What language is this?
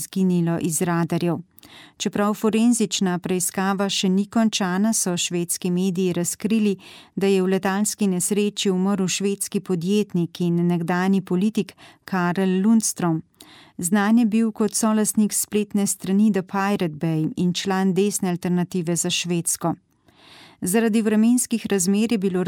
Slovenian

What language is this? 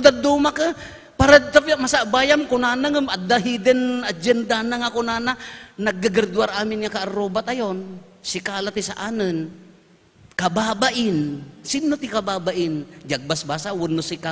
Iloko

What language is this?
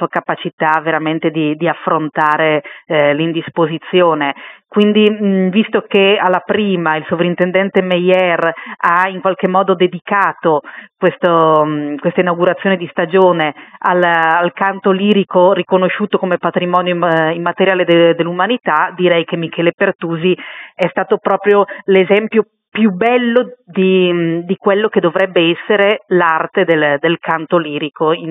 Italian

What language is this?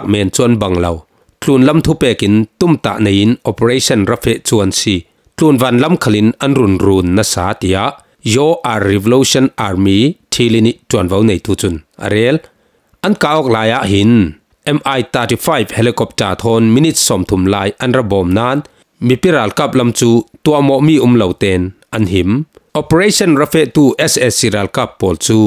Falam Chin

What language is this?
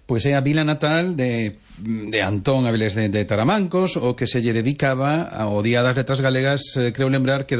Galician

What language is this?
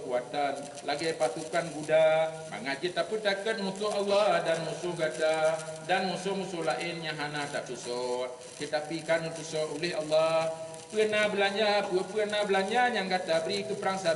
Achinese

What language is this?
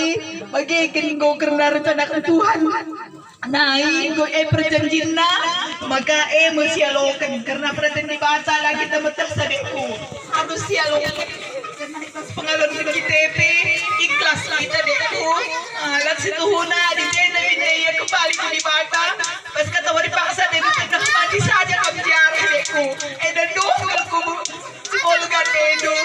Batak Karo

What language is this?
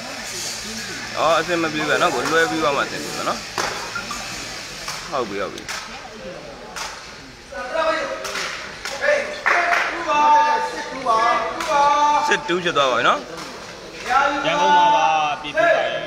Burmese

